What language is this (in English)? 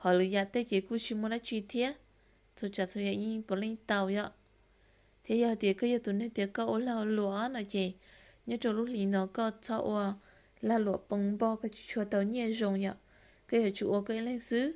Hmong